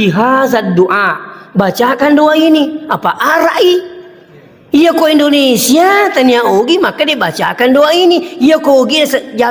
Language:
Buginese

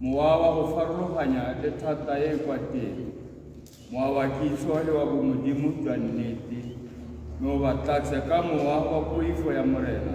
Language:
Tswana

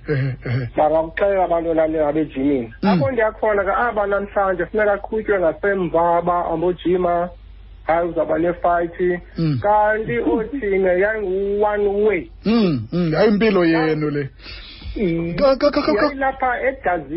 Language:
Xhosa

